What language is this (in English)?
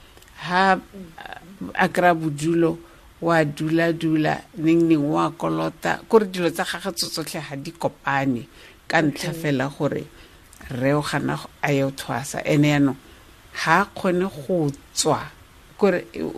Tswana